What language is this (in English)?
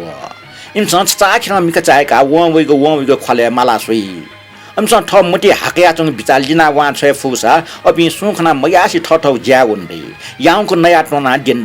Newari